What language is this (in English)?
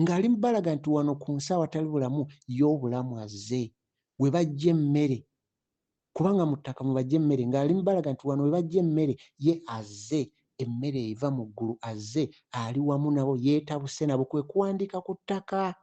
Ganda